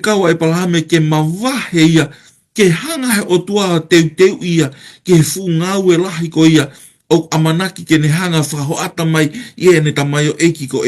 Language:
Tongan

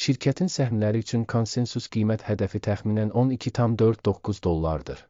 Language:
Azerbaijani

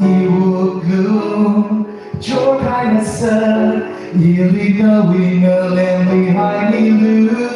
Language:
Tangkhul Naga (India)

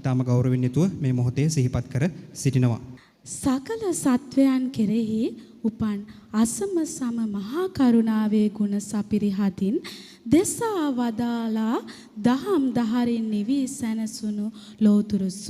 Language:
Sinhala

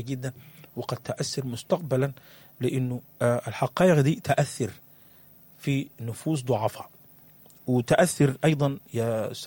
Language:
Sudanese Arabic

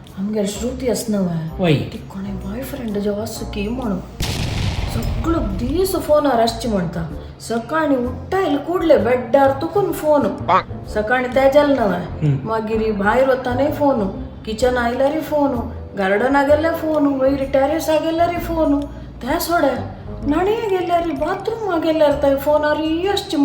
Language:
Konkani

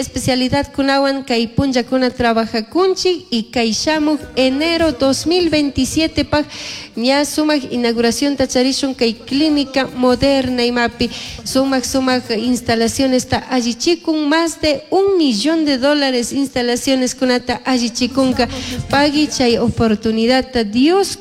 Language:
Chimborazo Highland Quichua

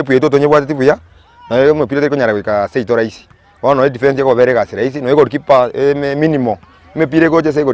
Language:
Gusii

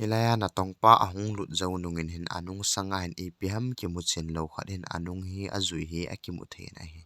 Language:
Thado Chin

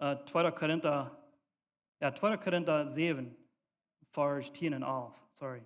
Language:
Plautdietsch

